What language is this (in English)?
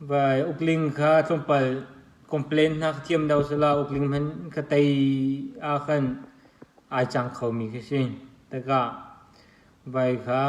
Hakha Chin